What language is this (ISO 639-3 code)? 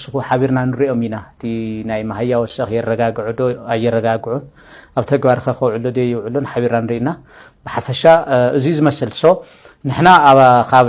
tir